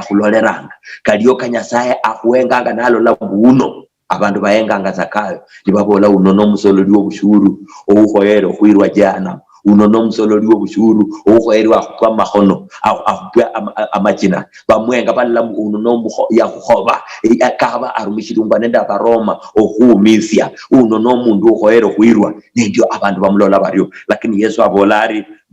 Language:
Luyia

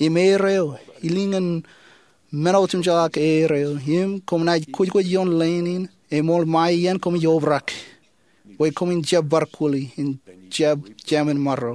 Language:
Marshallese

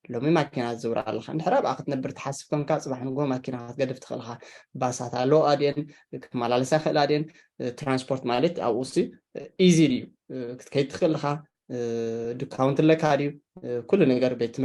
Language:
Tigrinya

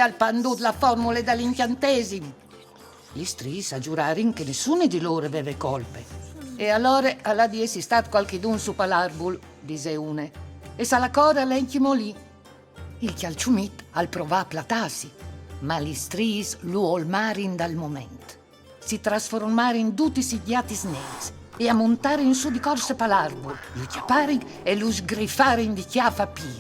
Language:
Friulian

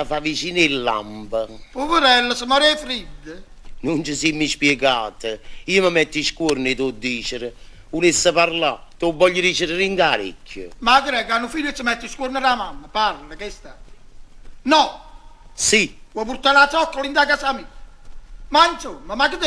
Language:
Neapolitan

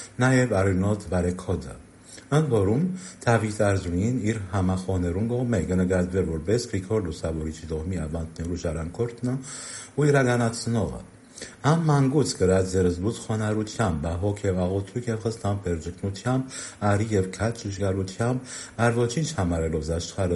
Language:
Armenian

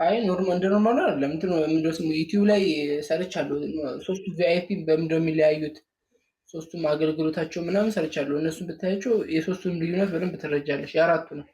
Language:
Amharic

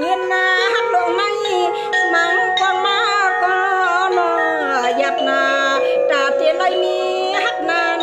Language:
Shan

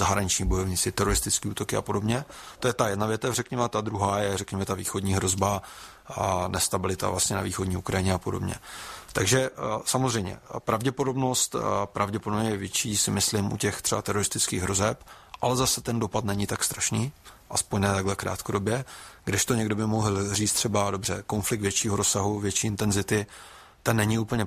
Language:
Czech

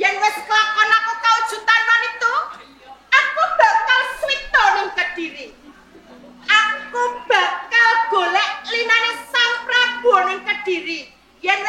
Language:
Javanese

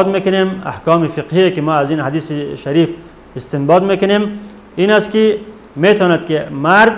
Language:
Persian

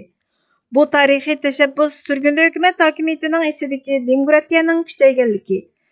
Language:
Uyghur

